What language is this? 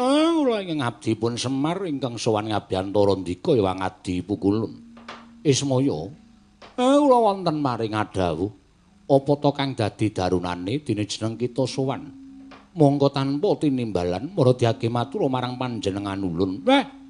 Javanese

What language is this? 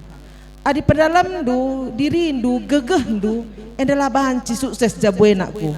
Batak Karo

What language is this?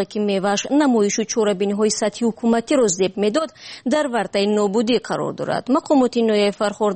Persian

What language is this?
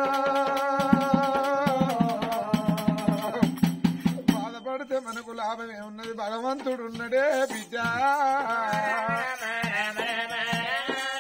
Telugu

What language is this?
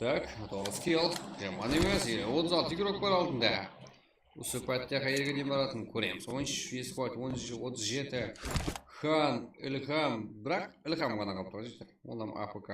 Kara-Kalpak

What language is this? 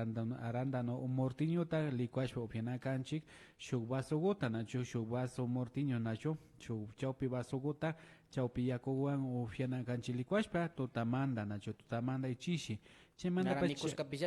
Imbabura Highland Quichua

